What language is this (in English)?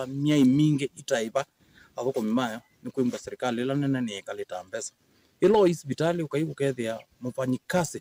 Kamba